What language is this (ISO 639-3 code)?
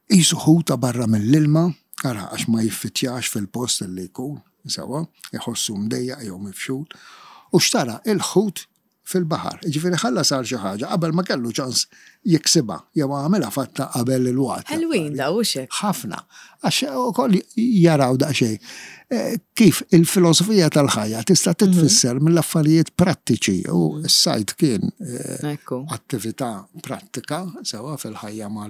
mlt